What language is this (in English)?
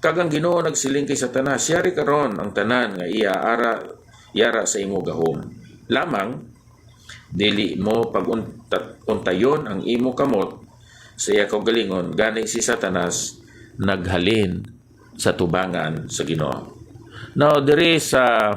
Hiligaynon